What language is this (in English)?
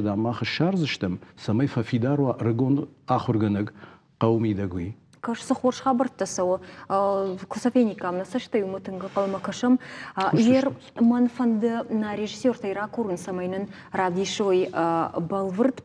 Ossetic